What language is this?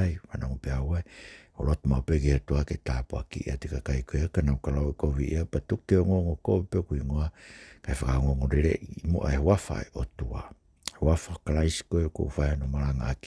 Tongan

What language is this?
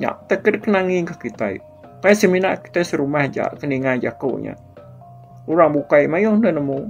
Iban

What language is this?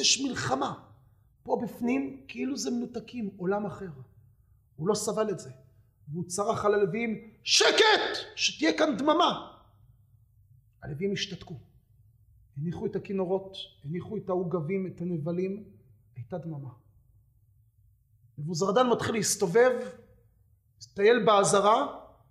Hebrew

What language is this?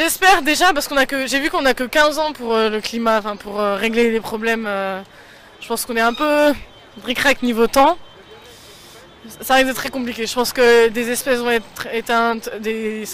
French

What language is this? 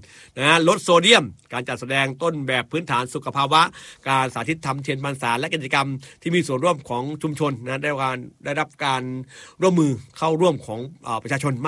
Thai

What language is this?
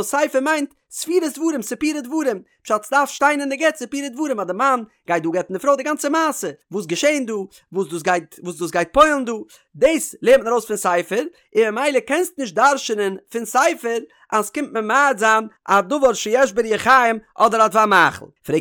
Yiddish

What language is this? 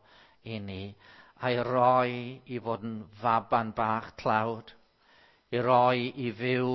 Welsh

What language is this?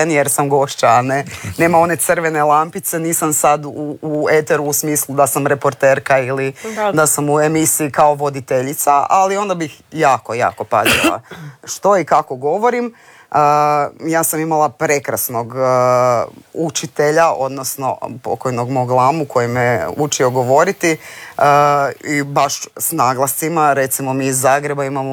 Croatian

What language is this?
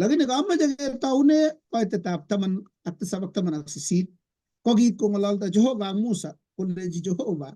Kalenjin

